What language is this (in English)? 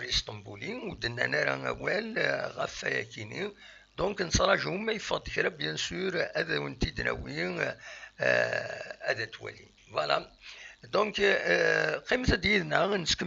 Kabyle